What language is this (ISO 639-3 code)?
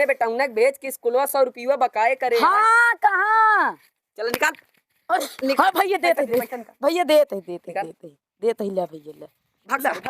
awa